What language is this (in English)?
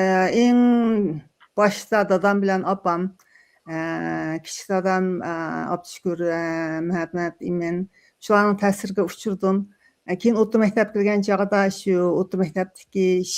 Uyghur